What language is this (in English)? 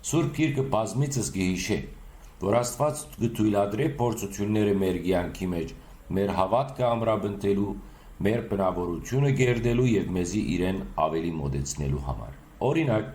Western Armenian